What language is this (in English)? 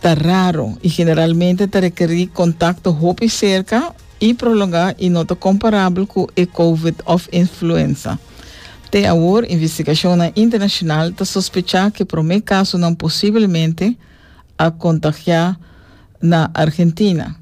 Papiamento